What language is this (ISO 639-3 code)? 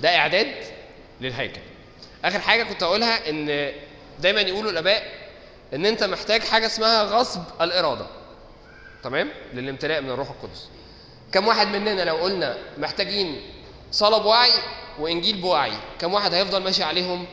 arz